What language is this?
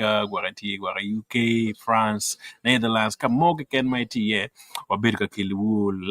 Acoli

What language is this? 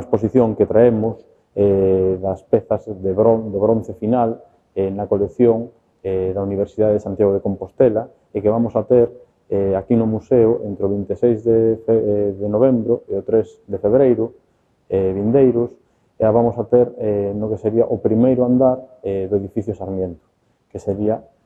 Galician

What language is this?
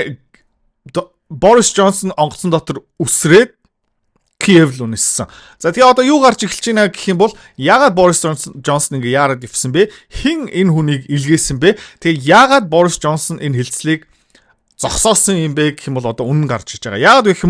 Mongolian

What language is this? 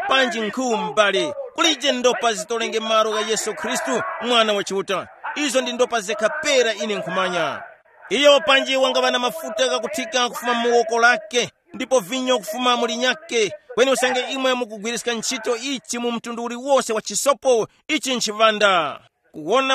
Tumbuka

